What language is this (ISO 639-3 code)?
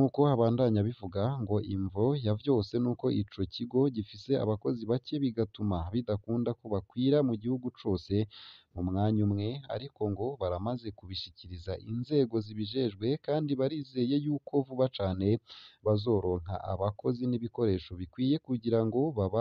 run